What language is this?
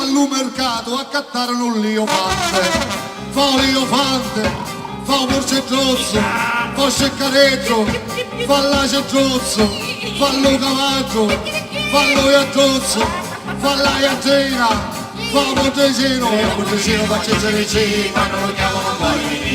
Sicilian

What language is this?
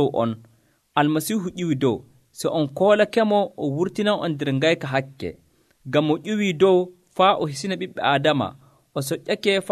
Nigerian Fulfulde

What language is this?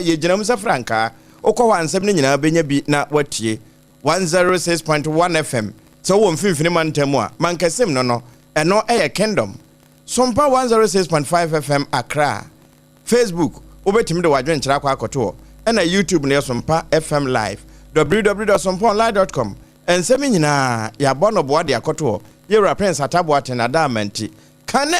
Akan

